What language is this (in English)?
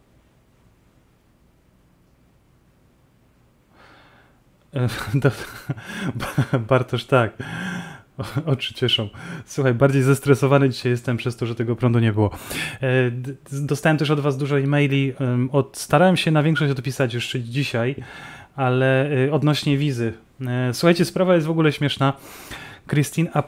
Polish